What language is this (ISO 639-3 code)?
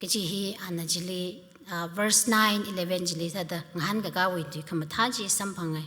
nmf